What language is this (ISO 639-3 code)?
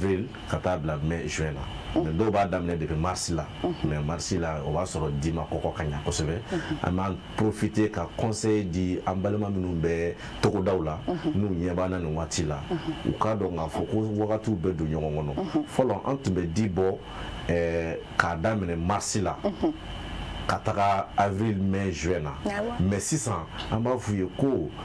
bam